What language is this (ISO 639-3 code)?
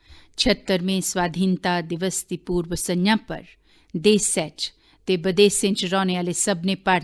doi